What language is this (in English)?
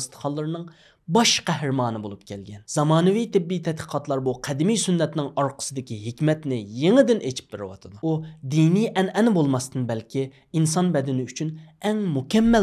Uyghur